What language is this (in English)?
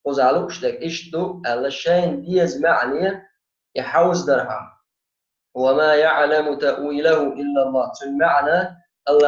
Chechen